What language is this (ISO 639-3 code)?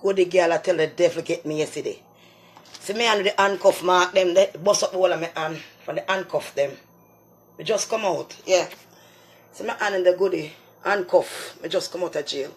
jam